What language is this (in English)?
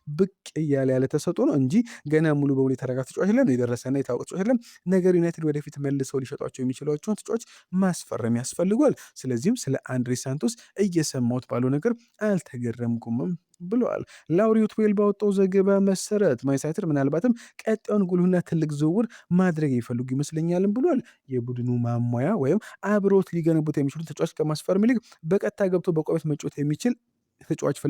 Amharic